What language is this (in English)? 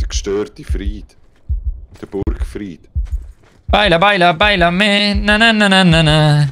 Swiss German